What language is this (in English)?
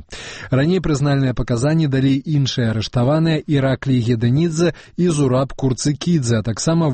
Belarusian